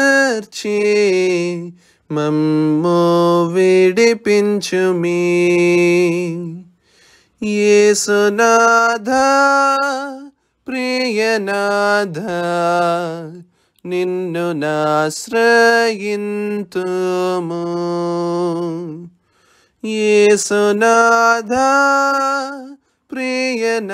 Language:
Telugu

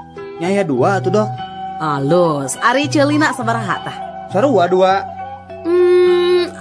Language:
Sundanese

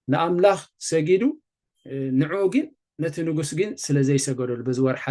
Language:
Tigrinya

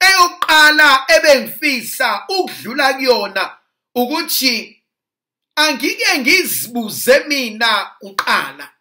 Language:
Zulu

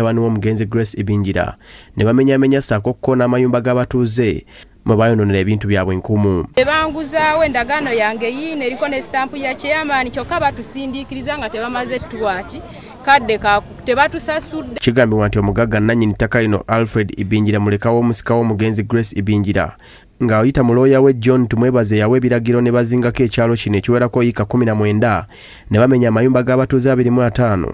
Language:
Ganda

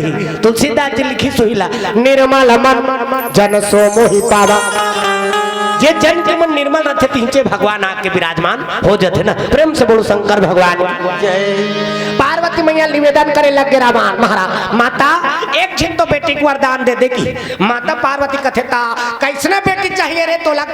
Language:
Chhattisgarhi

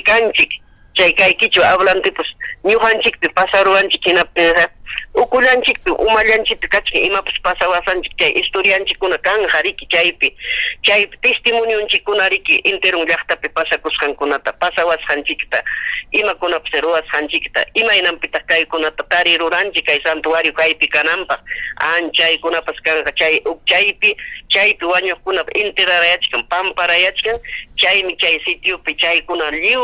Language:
Ayacucho Quechua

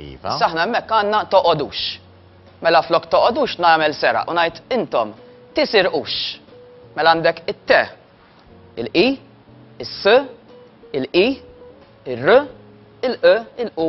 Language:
Maltese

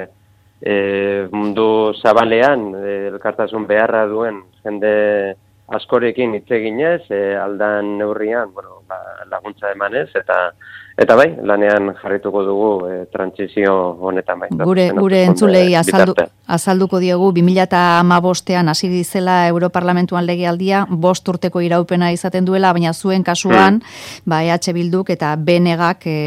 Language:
Basque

